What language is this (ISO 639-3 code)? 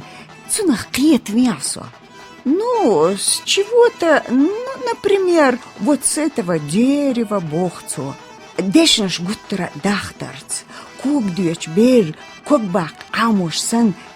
che